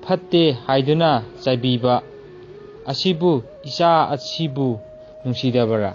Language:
Manipuri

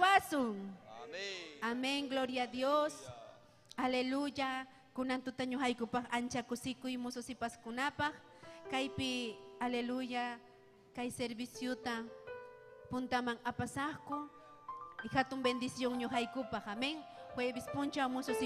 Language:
Ayacucho Quechua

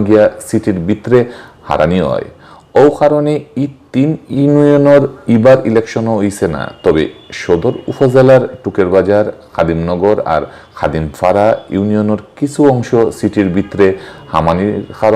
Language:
Sylheti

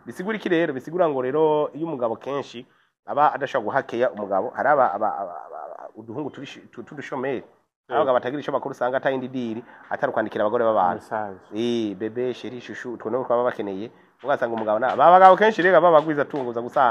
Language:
Rundi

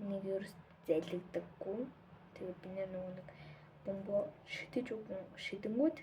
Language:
Mongolian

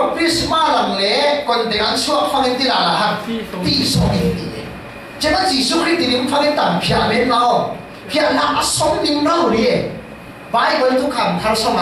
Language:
Falam Chin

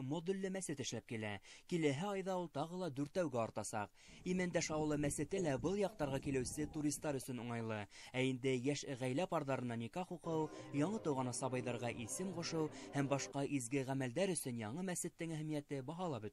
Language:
Bashkir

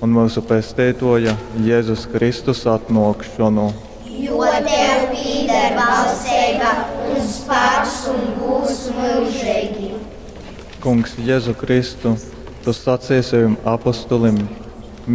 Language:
Latgalian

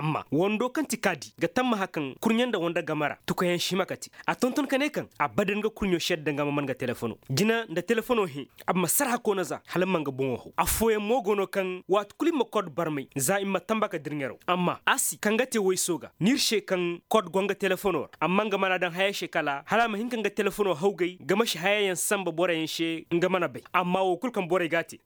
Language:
Koyraboro Senni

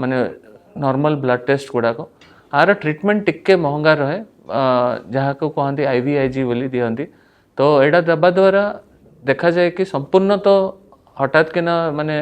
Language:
Odia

